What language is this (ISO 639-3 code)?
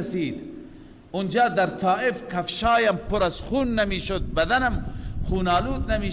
fas